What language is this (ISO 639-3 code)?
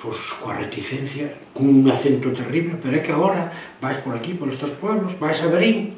glg